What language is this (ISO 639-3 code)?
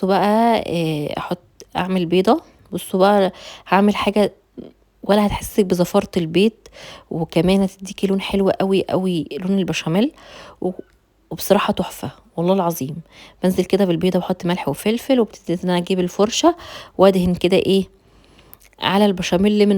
arz